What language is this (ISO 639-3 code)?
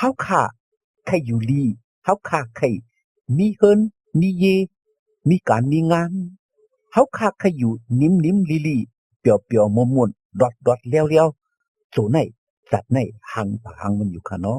shn